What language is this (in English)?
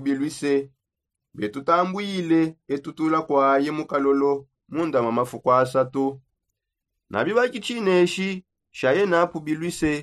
Songe